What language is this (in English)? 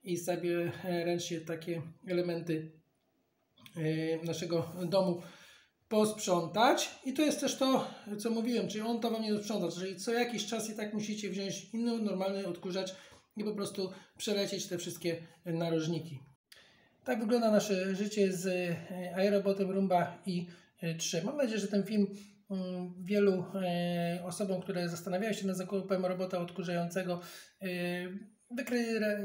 Polish